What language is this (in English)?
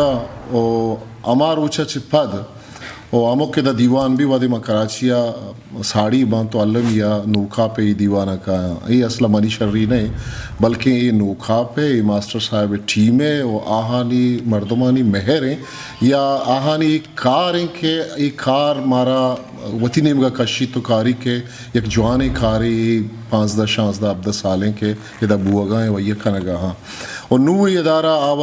Eastern Balochi